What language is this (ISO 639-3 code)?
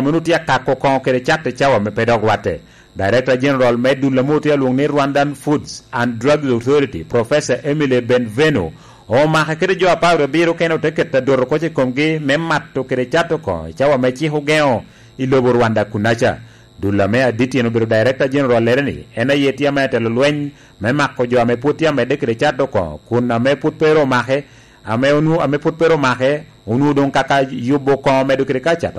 laj